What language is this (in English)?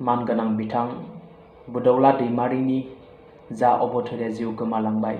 Bodo